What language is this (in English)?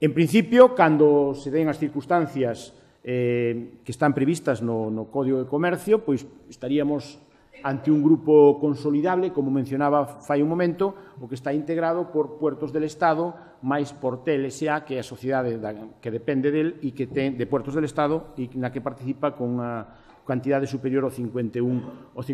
Galician